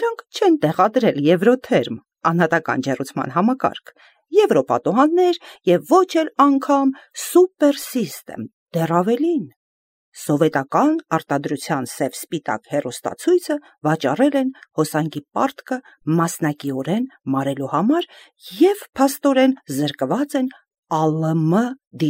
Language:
Armenian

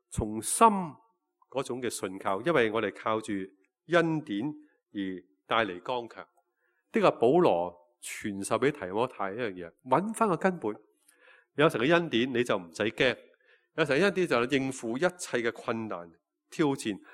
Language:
Cantonese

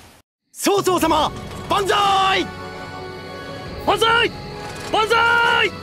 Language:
Japanese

